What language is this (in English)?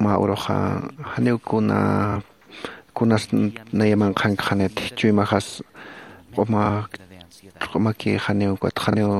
Aymara